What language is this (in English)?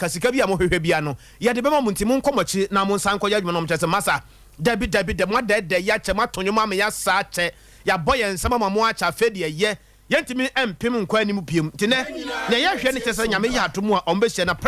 Akan